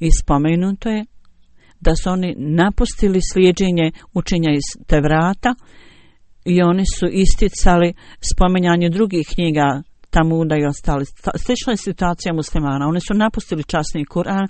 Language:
Bosnian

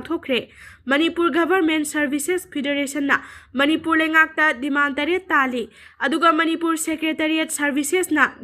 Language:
Manipuri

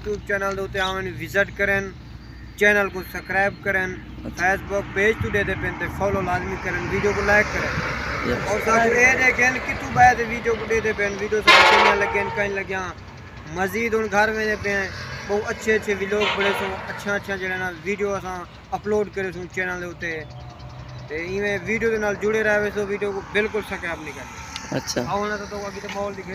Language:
Saraiki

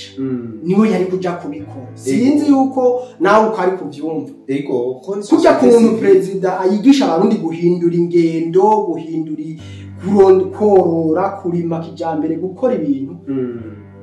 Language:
Rundi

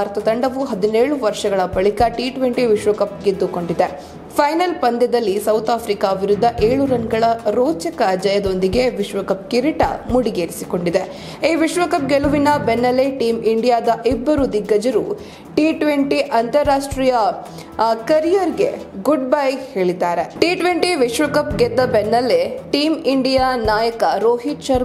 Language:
Kannada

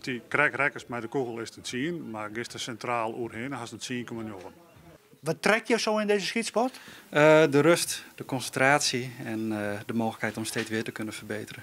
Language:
Western Frisian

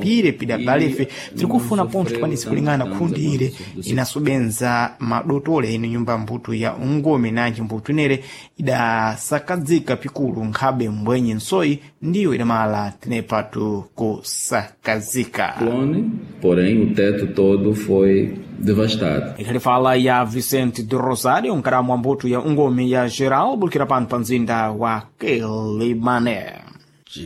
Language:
Sena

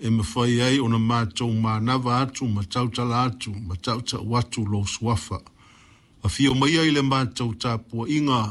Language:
Samoan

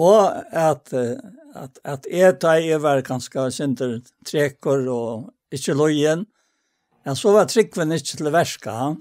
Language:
Faroese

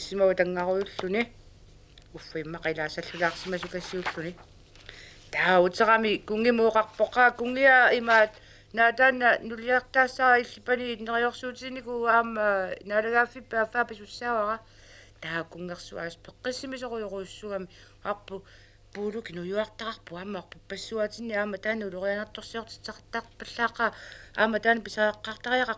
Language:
Kalaallisut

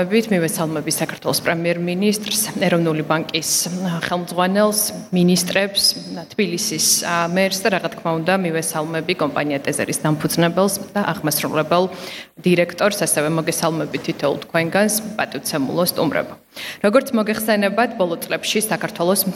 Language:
Georgian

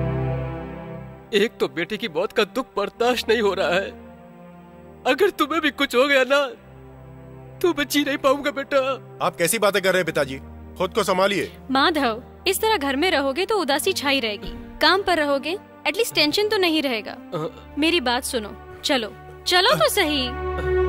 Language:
Hindi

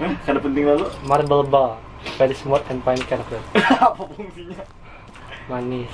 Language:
Banjar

